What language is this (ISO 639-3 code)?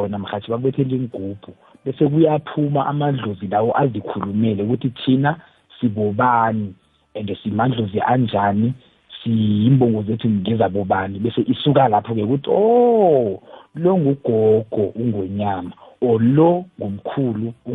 nbl